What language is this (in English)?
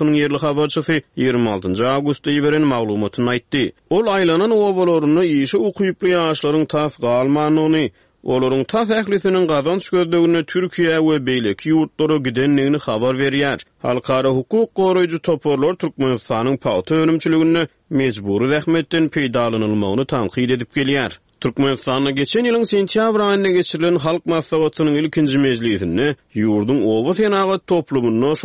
Turkmen